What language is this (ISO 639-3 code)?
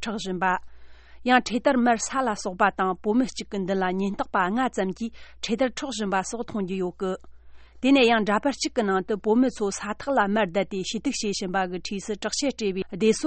bod